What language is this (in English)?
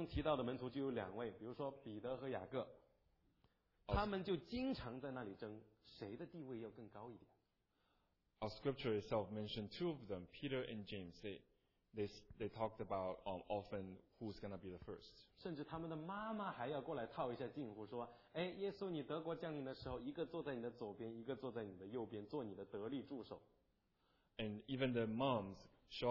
Chinese